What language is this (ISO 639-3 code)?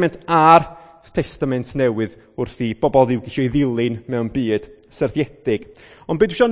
cym